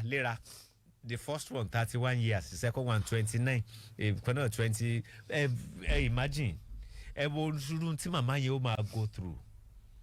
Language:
Yoruba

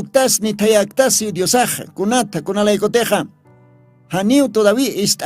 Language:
Aymara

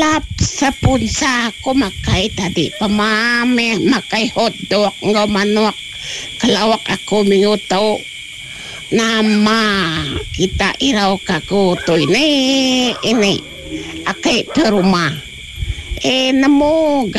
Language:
Iban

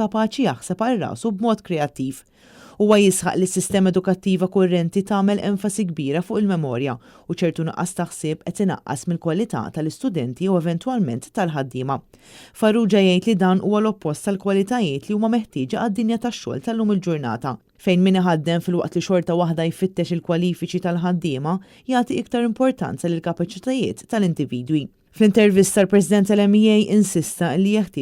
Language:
Maltese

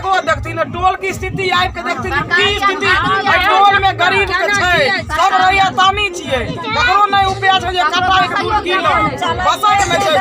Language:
Maithili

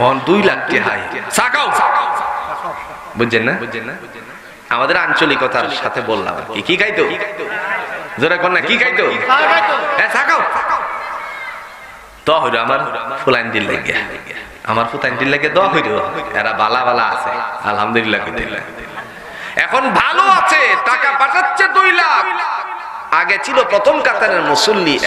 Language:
Bangla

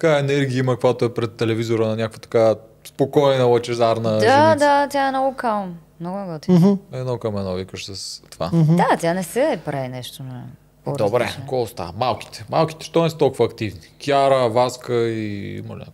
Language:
Bulgarian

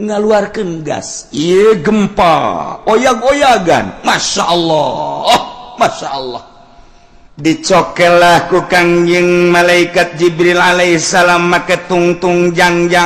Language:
Sundanese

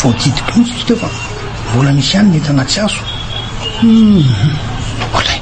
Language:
Malagasy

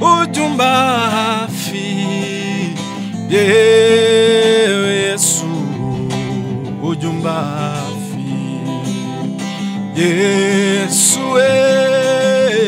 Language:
Kinyarwanda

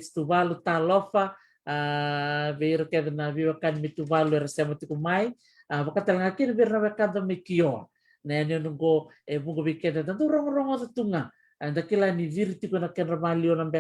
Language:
Fijian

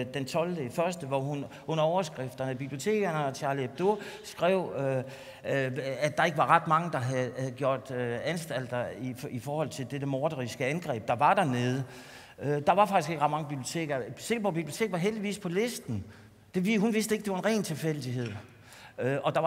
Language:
Danish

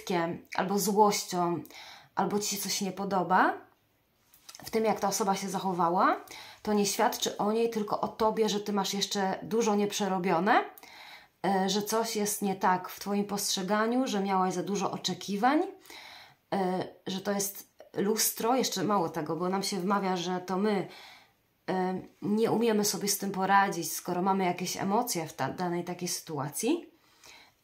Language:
Polish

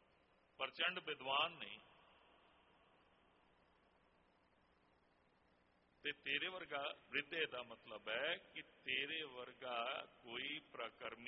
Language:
Punjabi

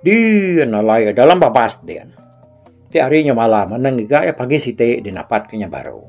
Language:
Iban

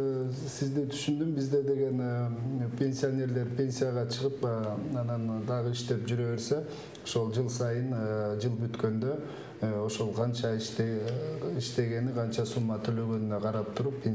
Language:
Kyrgyz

